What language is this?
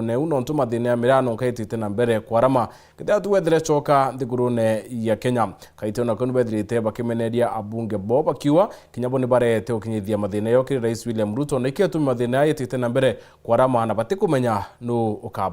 Meru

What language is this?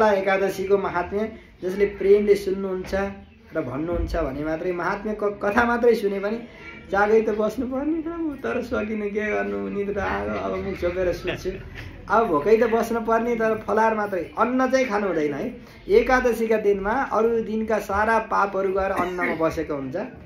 Nepali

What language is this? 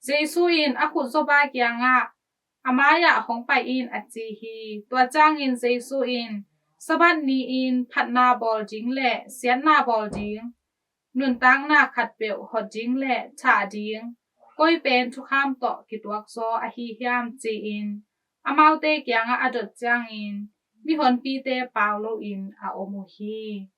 Tedim Chin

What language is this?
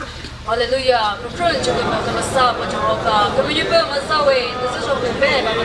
Chokri Naga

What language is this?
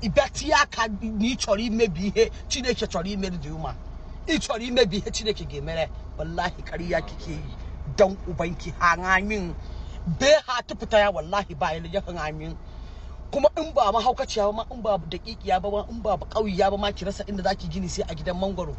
Hausa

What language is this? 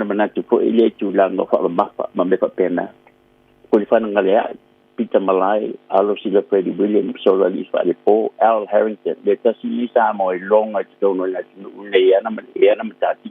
Samoan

